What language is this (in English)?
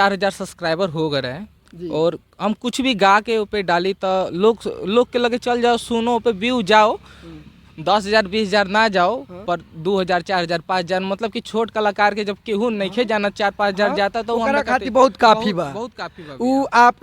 Bhojpuri